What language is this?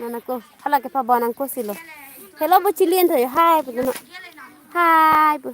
Karbi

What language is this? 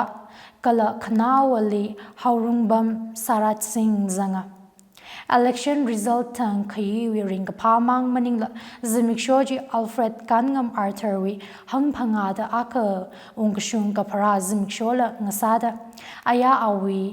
Tangkhul Naga (India)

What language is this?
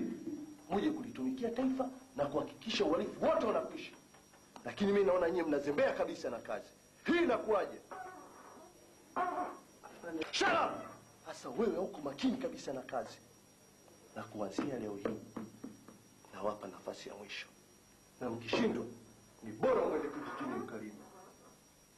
Swahili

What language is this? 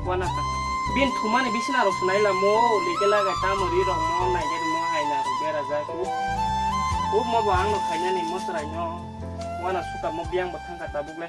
Kok Borok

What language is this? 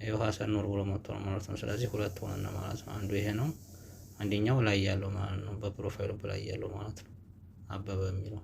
Amharic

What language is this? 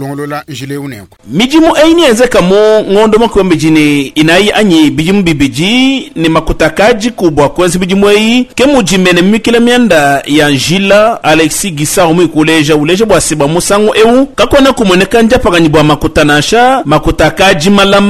Luba-Lulua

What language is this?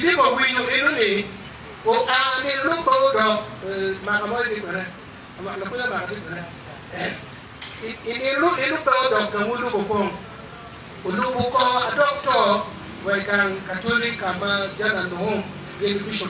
Acoli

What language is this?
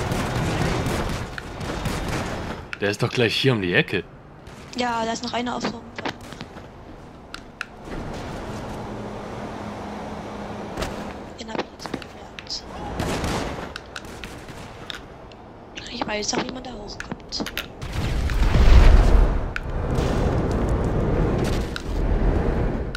German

